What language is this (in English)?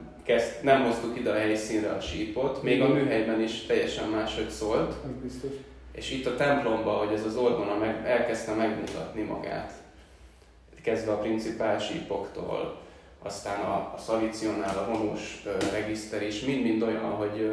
Hungarian